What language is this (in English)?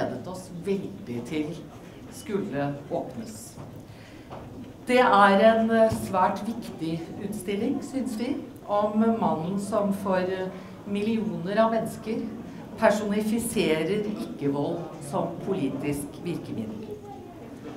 Norwegian